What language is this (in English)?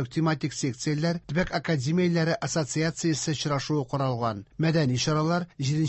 Tatar